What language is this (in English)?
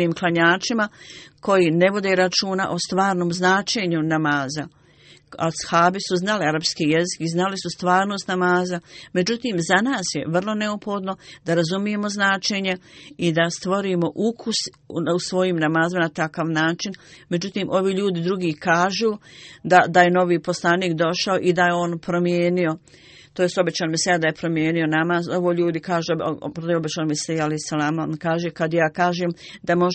Bosnian